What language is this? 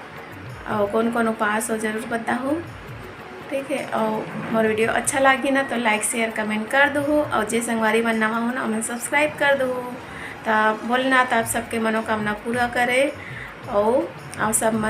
Chhattisgarhi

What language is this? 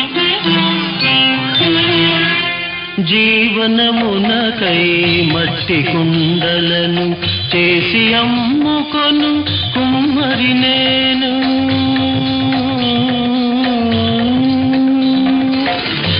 Telugu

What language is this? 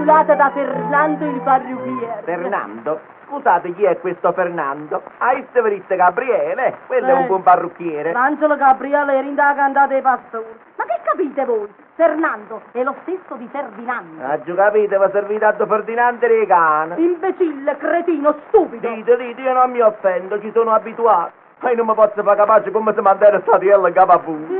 Neapolitan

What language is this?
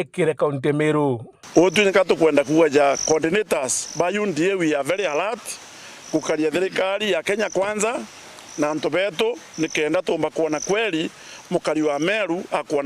Meru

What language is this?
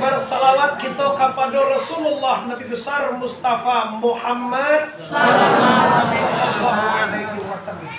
Minangkabau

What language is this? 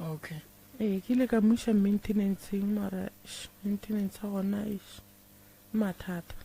Northern Sotho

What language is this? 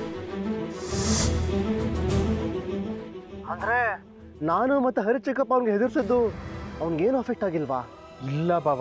Kannada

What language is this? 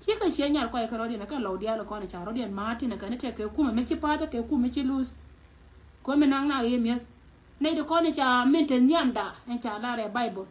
Nuer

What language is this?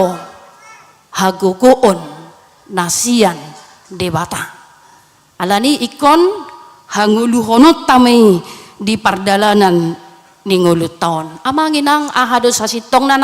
Batak Toba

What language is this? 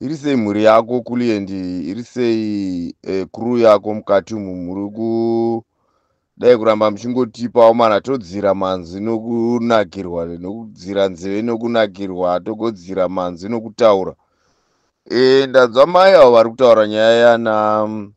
Shona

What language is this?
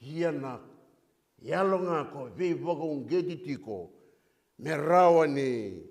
Fijian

